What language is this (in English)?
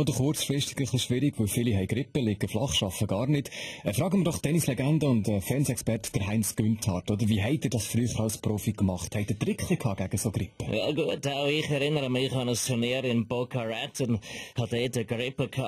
Swiss German